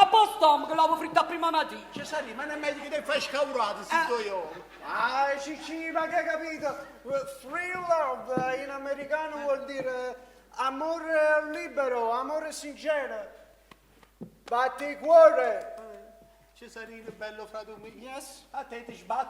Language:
Neapolitan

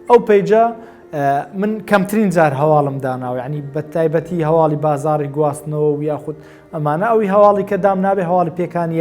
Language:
Central Kurdish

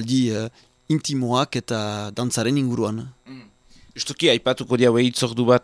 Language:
Basque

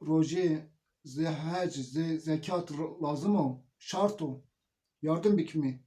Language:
Zaza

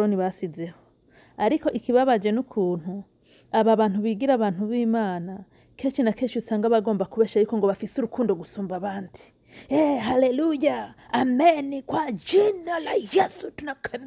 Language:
Rundi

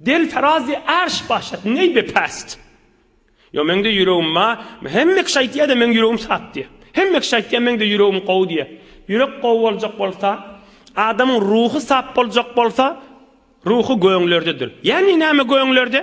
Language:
Turkmen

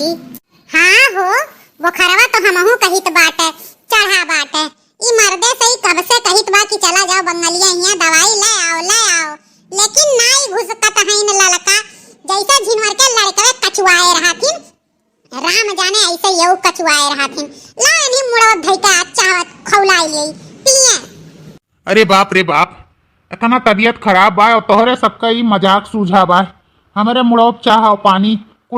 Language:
Awadhi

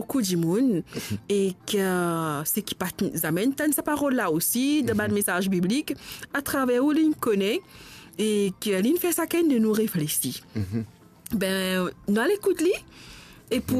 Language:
Morisyen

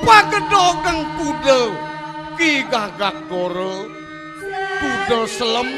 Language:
Balinese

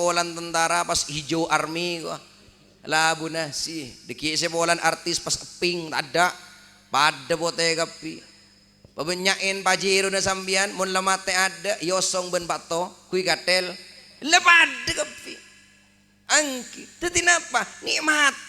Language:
Madurese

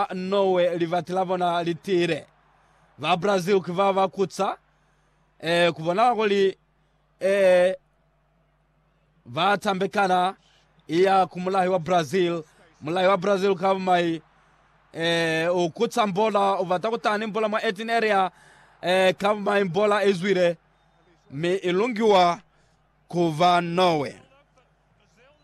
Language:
Lozi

